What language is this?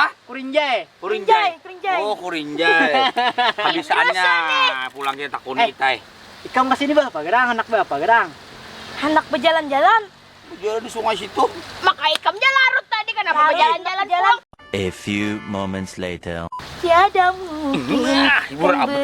Banjar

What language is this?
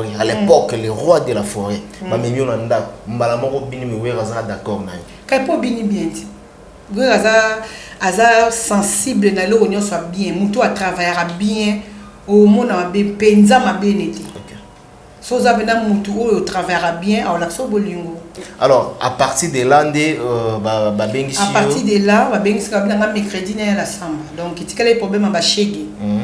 Lingala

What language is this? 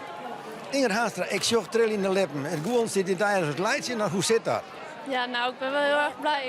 Western Frisian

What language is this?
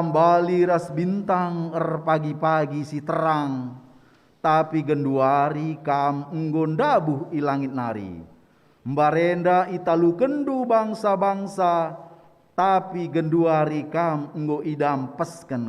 Batak Karo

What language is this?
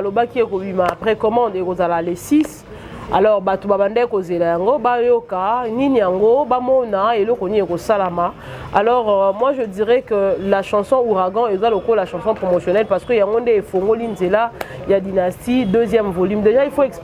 Lingala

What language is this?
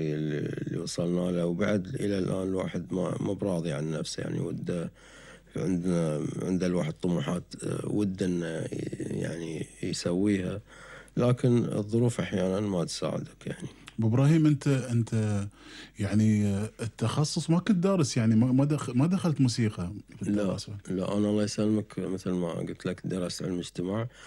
Gulf Arabic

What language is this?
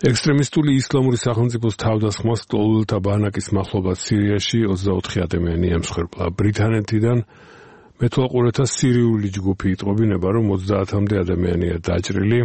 Georgian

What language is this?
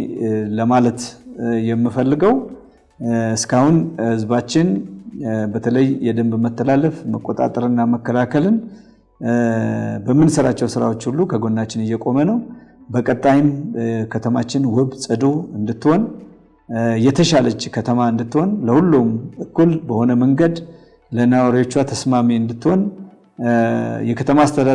Amharic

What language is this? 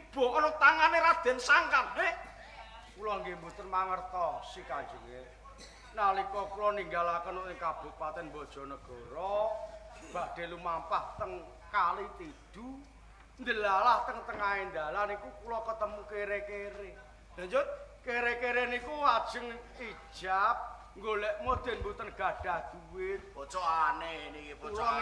Javanese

